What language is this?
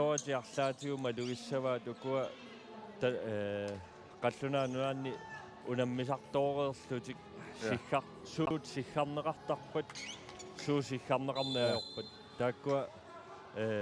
Kalaallisut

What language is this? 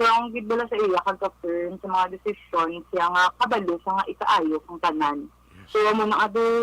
Hiligaynon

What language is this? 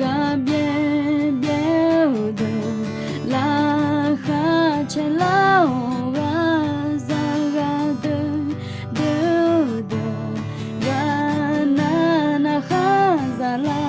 Akha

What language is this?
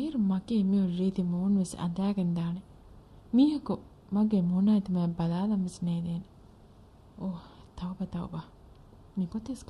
Divehi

